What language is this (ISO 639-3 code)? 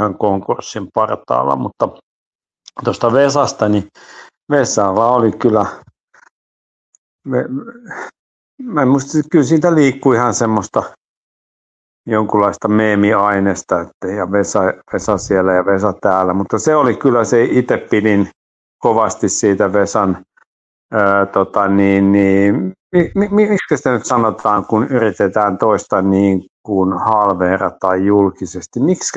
fin